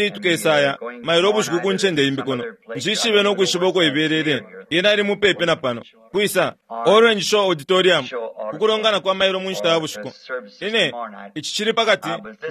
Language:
Bemba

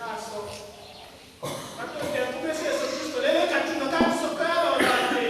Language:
Tetela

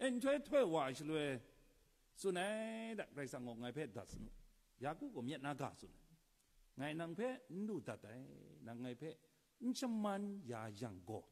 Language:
Kachin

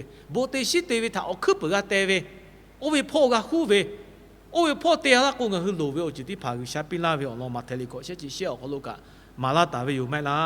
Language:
Lahu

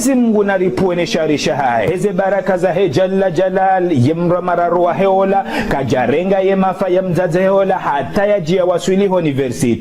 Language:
Ngazidja Comorian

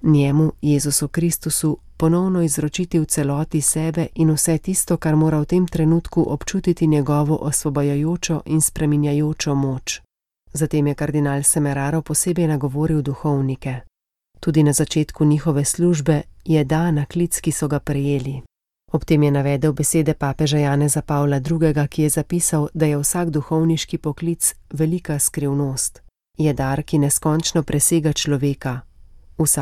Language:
Slovenian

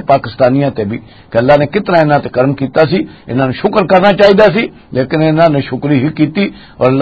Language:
Western Panjabi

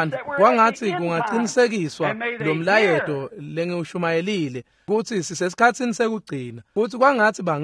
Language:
Swati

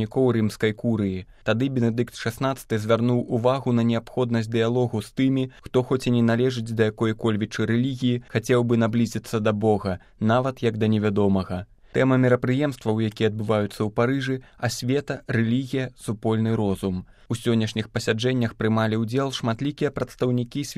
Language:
Belarusian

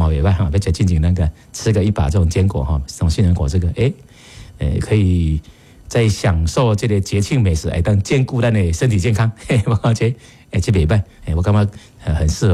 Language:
Min Nan Chinese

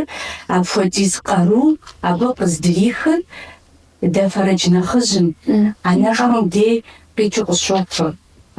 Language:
Kabardian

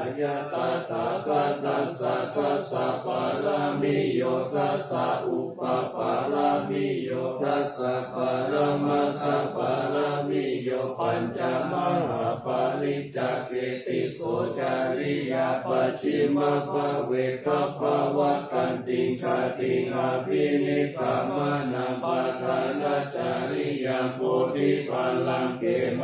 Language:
Pali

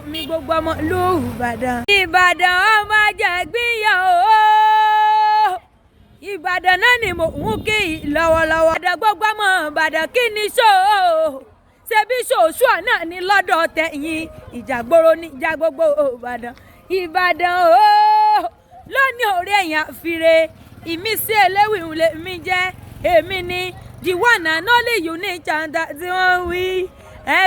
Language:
Yoruba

